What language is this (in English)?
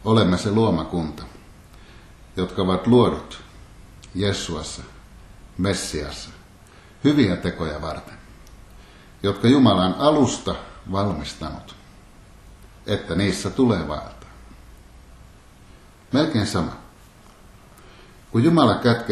Finnish